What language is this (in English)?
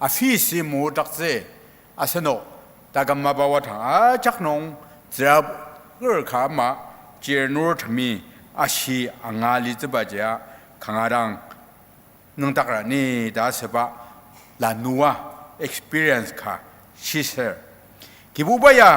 Ao Naga